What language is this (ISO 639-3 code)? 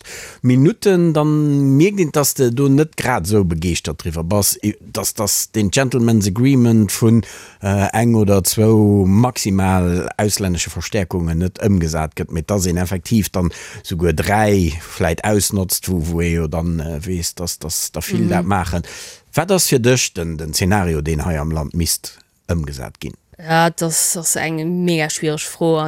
ltz